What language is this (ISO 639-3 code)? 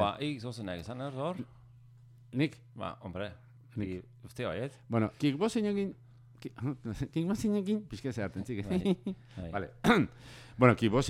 eus